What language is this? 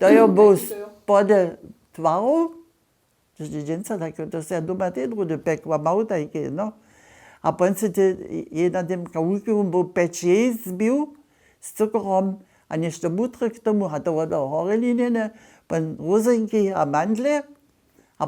Upper Sorbian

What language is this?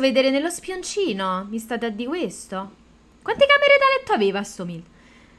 Italian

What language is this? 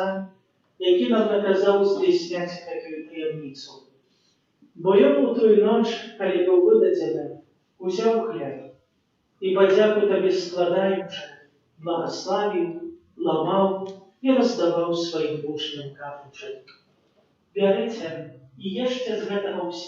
Belarusian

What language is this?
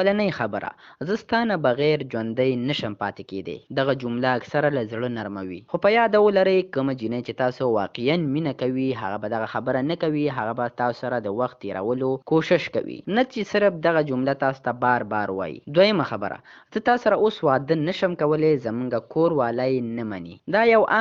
Pashto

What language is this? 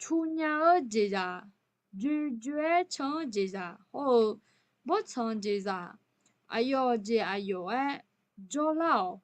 Akha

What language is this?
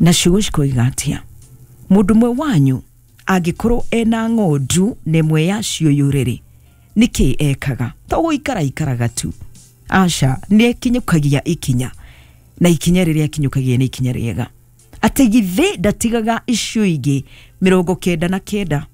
Kikuyu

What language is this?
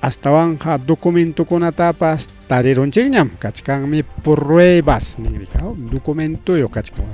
Ayacucho Quechua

